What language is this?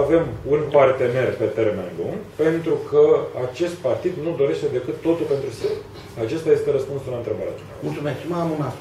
Romanian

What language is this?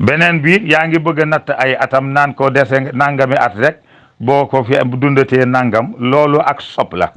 Wolof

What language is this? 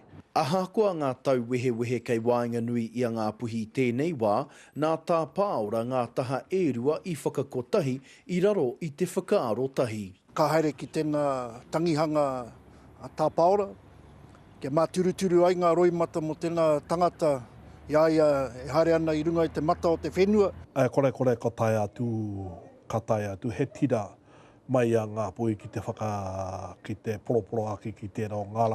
Māori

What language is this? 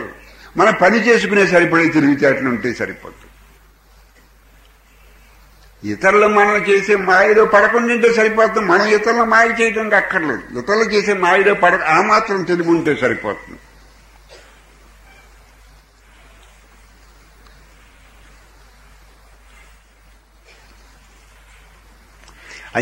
Telugu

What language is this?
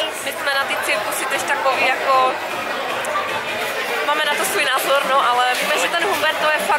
Czech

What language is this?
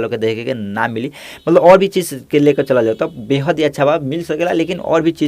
Bhojpuri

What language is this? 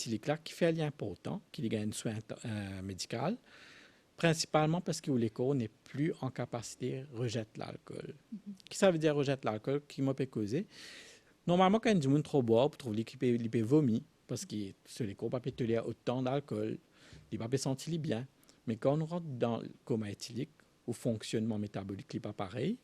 Morisyen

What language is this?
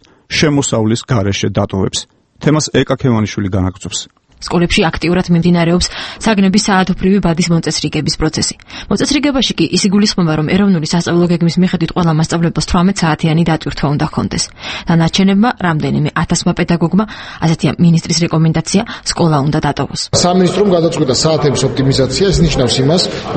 Georgian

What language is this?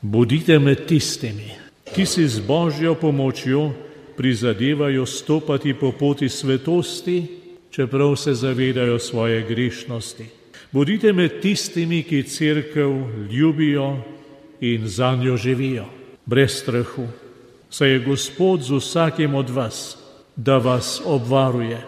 Slovenian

